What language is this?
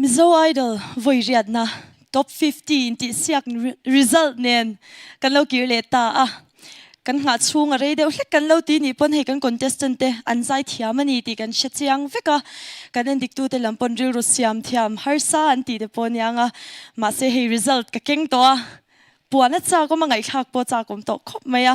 Mizo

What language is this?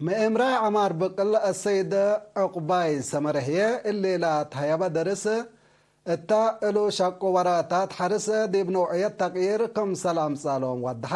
Tigre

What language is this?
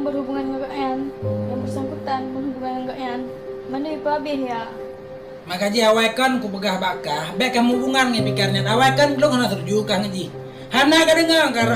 Achinese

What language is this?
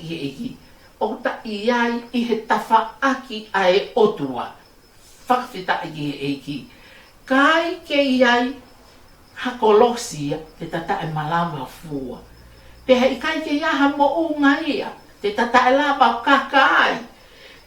Tongan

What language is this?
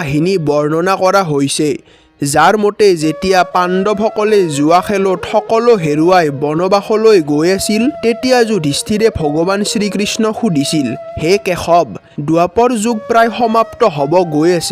Assamese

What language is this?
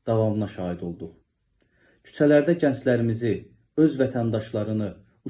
South Azerbaijani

